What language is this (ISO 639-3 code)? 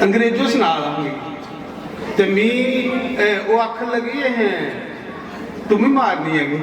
doi